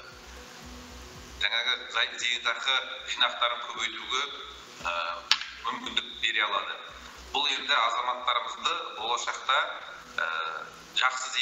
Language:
Kazakh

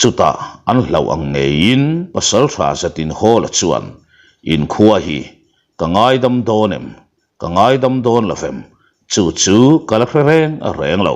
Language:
Mizo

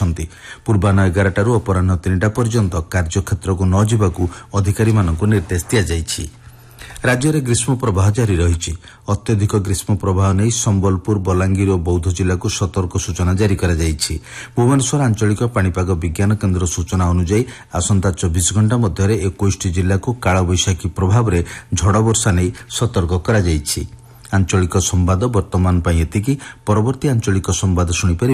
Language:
Odia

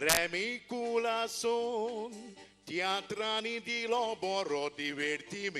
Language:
Konkani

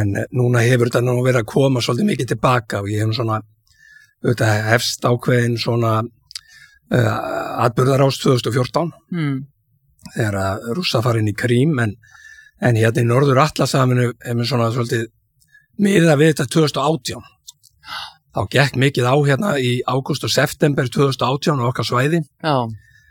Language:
Icelandic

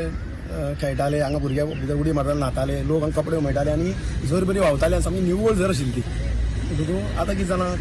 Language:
Konkani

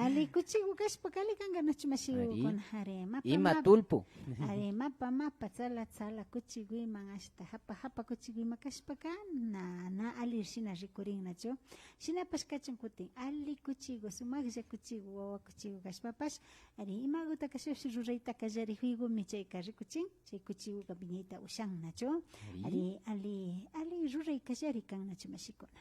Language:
Imbabura Highland Quichua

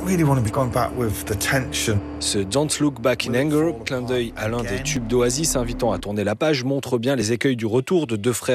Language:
French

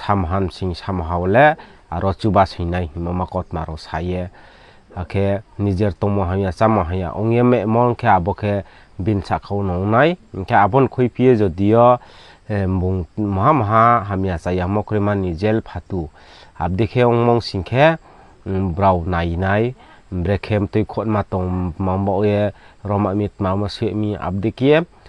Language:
Riang (India)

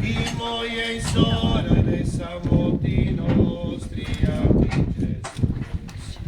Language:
Sardinian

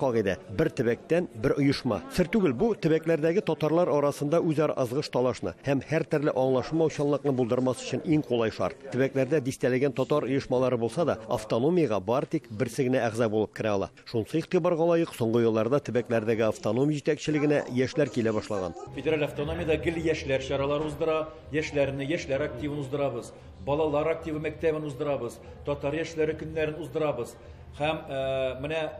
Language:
Tatar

